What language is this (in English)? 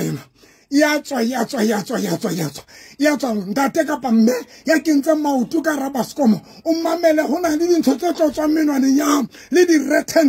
Southern Sotho